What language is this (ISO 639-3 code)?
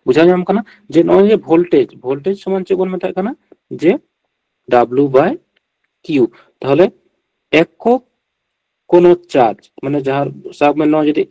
sat